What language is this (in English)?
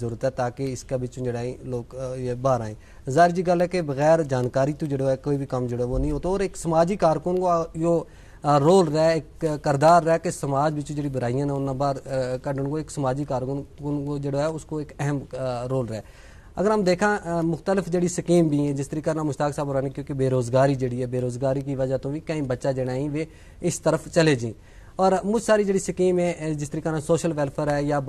Gujari